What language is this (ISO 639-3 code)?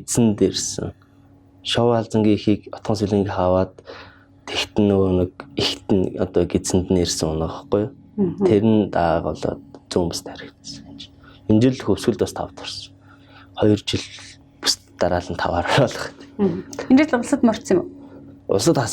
mon